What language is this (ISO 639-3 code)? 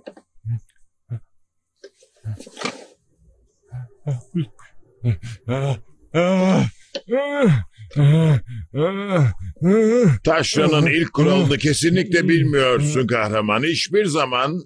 tur